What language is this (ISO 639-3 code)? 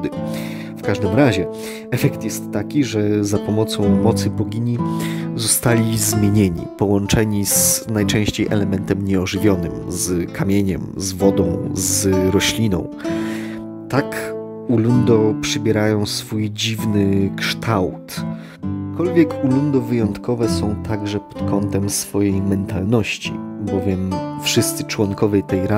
pol